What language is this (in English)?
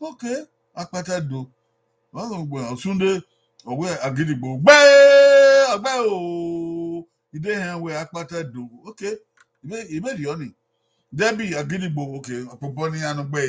Bini